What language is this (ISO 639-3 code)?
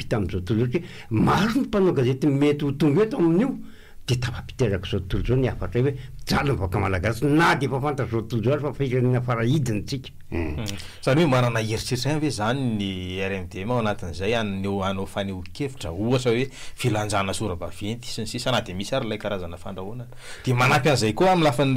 mlg